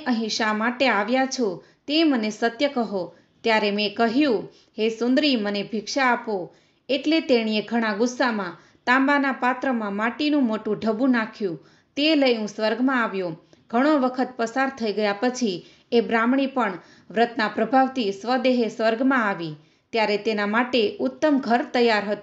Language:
Gujarati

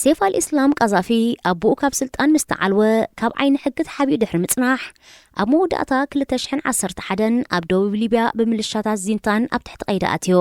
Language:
Tigrinya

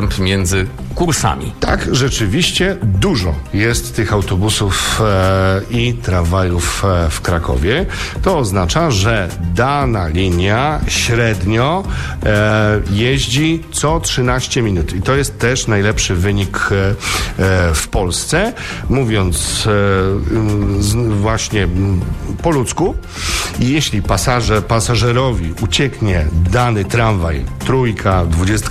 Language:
Polish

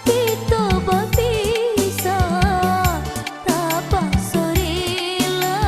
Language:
Minangkabau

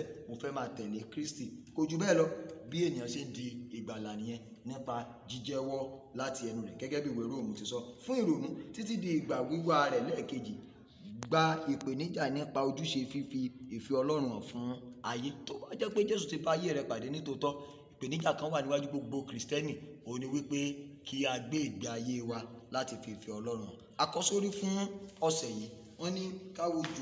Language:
Yoruba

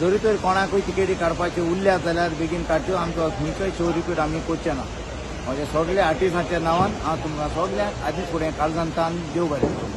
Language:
Konkani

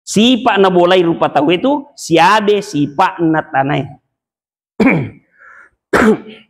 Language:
Buginese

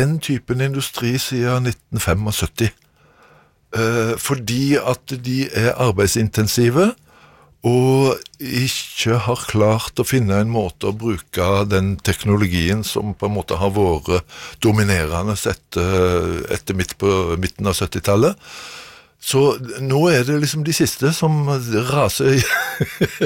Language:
Norwegian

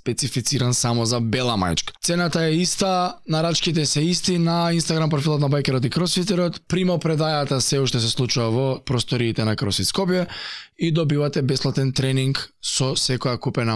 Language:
Macedonian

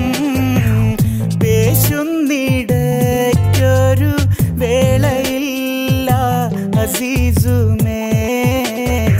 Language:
Malayalam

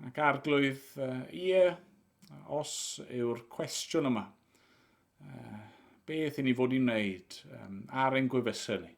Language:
Welsh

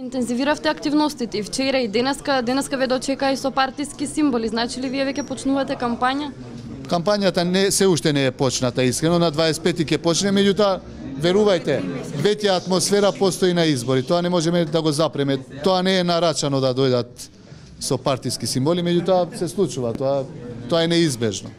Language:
Macedonian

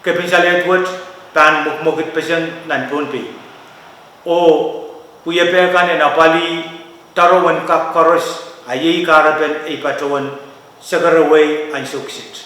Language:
Pohnpeian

